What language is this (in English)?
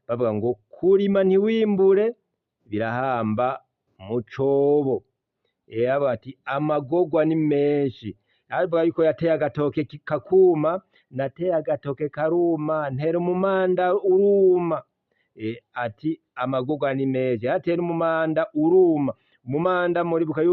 Rundi